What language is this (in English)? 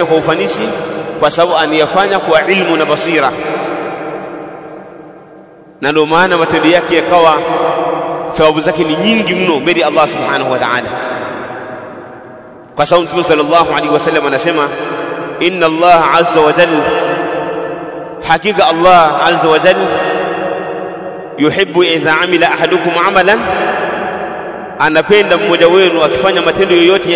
Swahili